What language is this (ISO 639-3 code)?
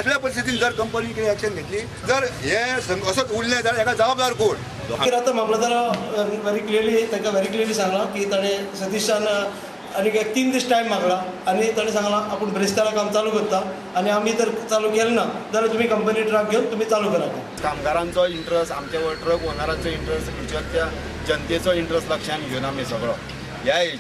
kok